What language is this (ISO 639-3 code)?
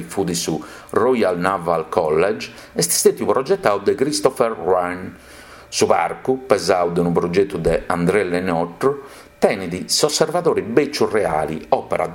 srd